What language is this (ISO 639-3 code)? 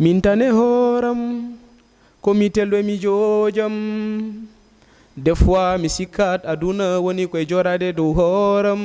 ful